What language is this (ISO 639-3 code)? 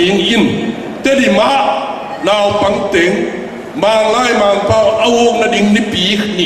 ctd